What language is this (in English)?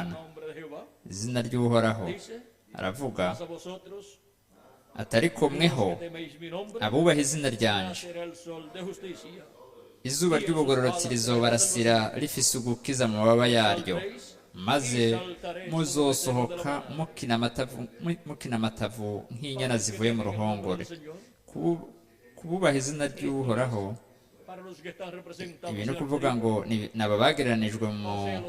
Rundi